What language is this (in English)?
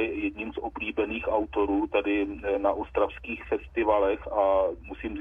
Czech